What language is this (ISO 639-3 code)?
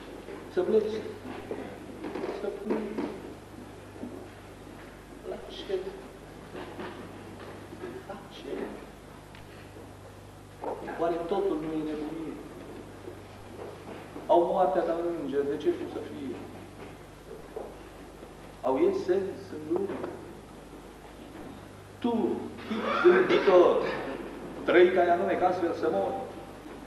ron